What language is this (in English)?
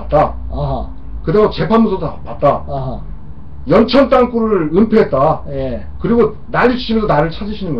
Korean